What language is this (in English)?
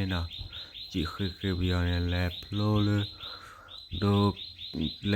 S'gaw Karen